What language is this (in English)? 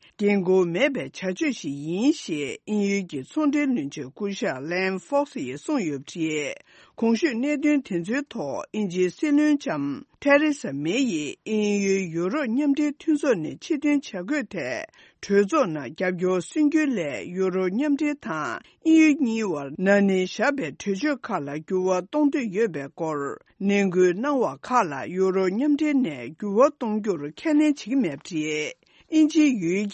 Tibetan